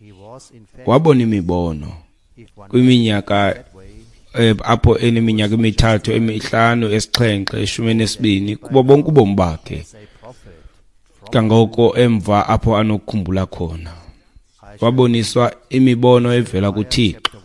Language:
Xhosa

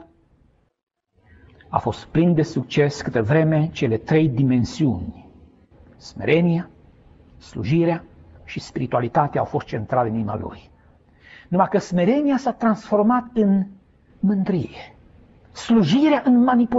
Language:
Romanian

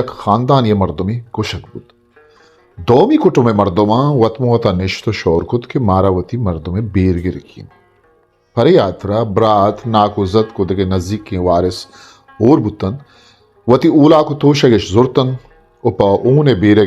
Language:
Baluchi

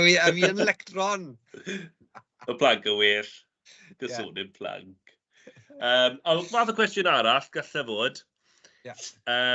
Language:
Welsh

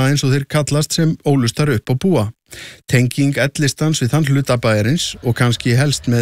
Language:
Icelandic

